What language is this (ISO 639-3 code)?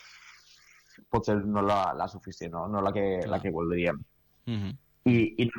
cat